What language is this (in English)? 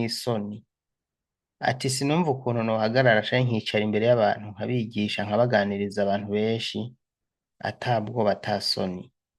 Rundi